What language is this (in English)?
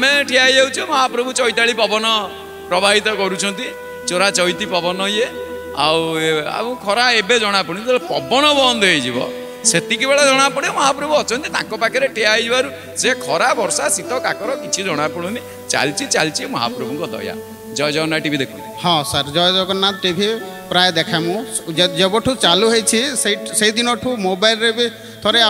Odia